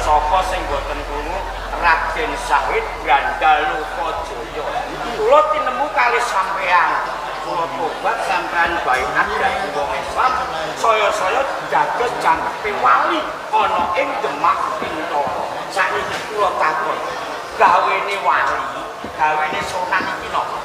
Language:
Javanese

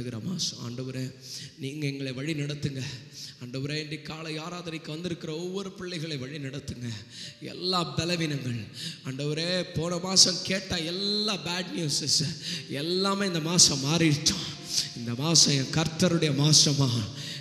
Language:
Tamil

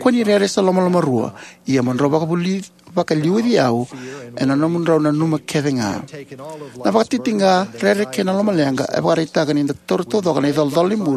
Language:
Fijian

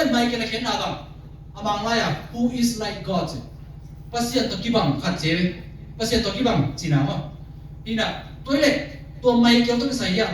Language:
Tedim Chin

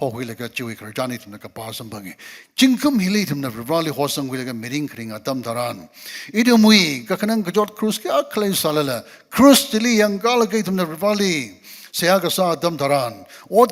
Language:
Tangkhul Naga (India)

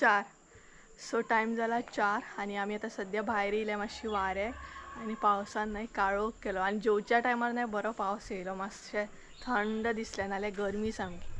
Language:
Konkani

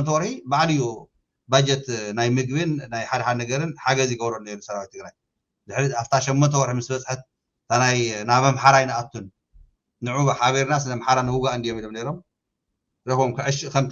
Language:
Tigrinya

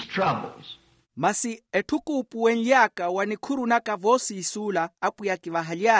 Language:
Makhuwa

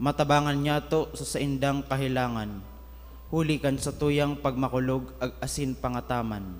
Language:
Bikol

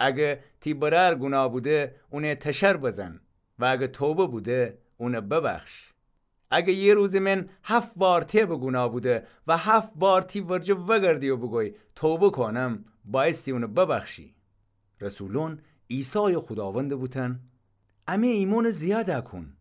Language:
Gilaki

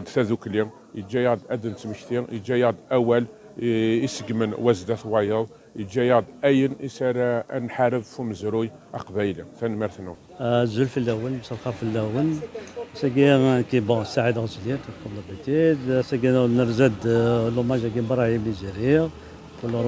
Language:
Kabyle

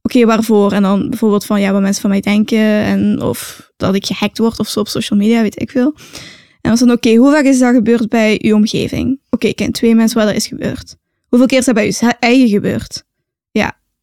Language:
Dutch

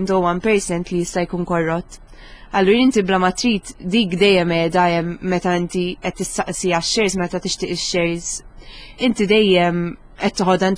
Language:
Maltese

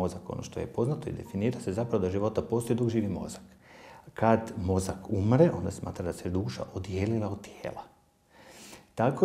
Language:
Croatian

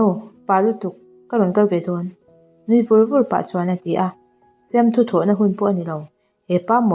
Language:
Mizo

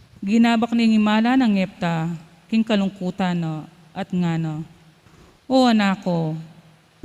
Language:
Pampanga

